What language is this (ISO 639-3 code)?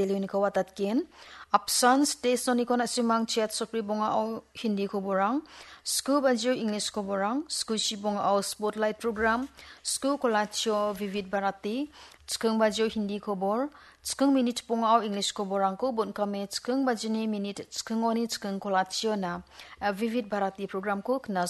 grt